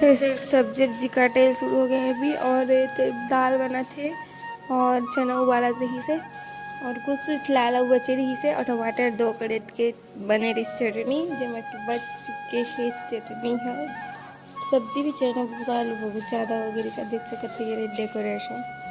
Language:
Chhattisgarhi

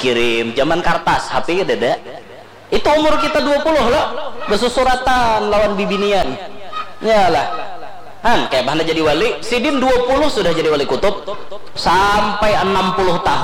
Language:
Banjar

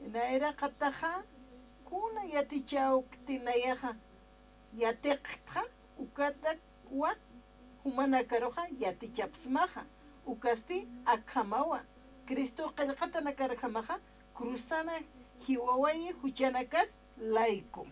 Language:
Aymara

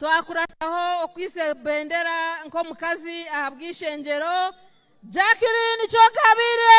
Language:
Nyankole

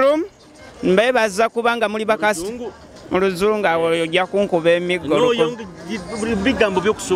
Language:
Nyoro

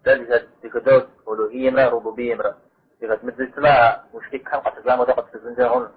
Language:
Kabardian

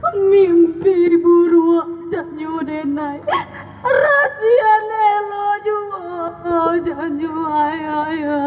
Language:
Minangkabau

